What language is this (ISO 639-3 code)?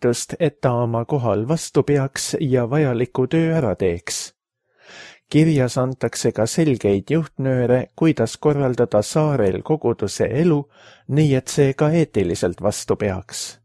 est